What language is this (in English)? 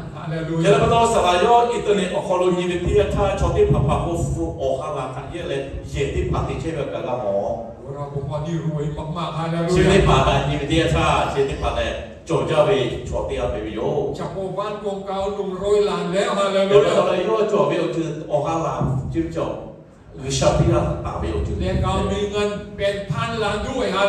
Lahu